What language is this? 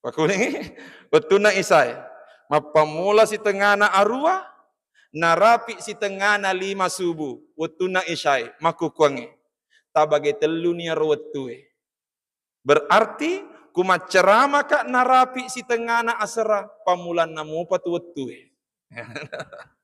Buginese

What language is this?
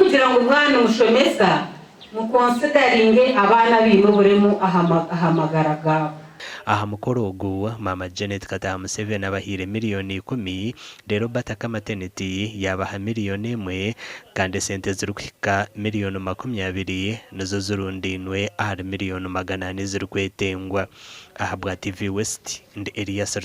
Nyankole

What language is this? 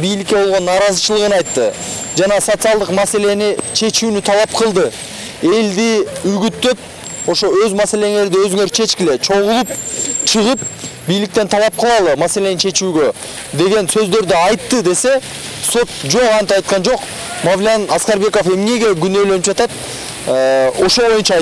Kyrgyz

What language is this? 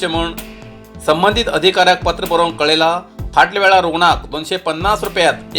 Konkani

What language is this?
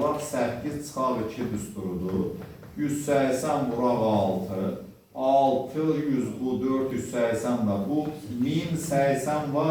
Azerbaijani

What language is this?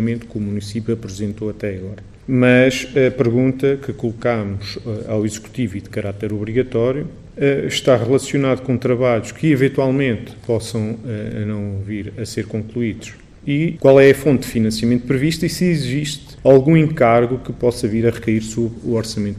Portuguese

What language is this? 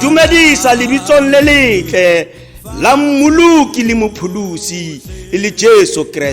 Tswana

